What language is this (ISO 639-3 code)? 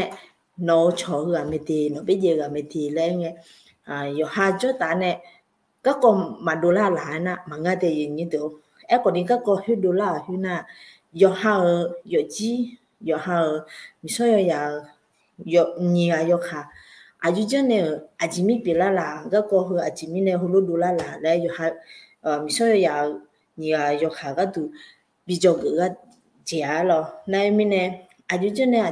ahk